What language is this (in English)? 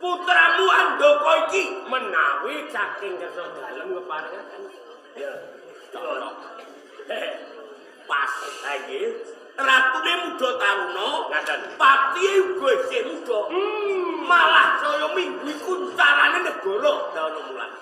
Javanese